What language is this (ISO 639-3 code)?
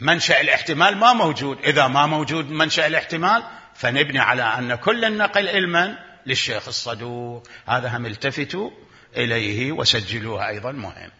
acm